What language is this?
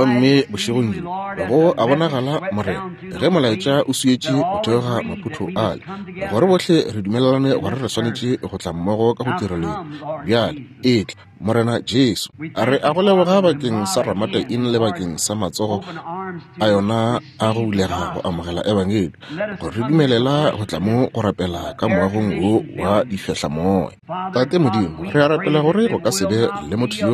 Northern Sotho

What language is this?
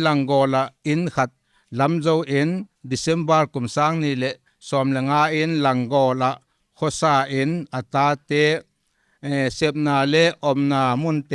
Paite Chin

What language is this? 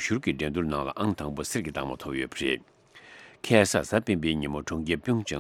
Tibetan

